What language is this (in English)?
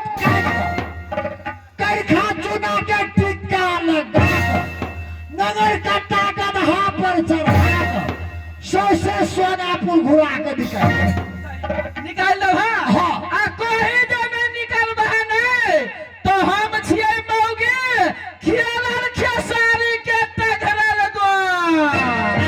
Maithili